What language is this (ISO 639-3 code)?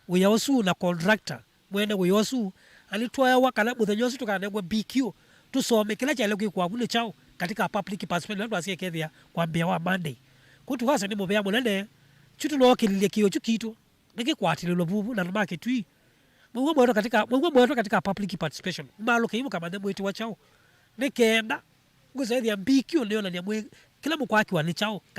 kam